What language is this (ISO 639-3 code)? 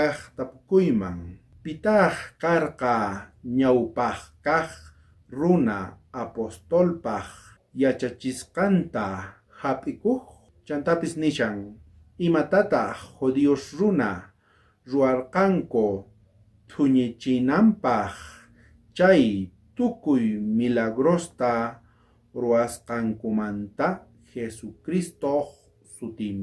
quh